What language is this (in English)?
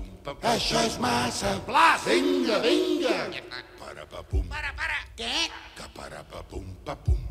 Catalan